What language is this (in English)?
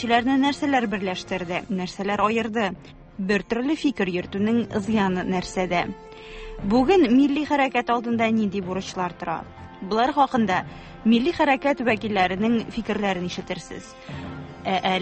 Tatar